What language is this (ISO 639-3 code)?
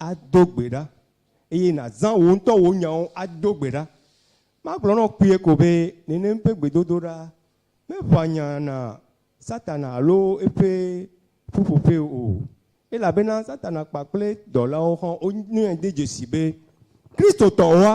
ewe